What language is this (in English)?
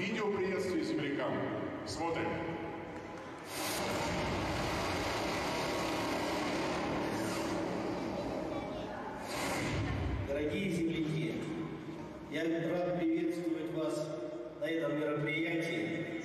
Russian